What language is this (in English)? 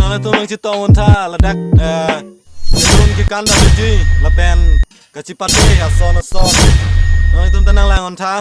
Karbi